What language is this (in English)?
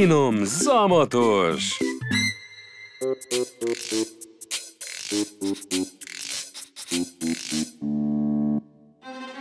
Hungarian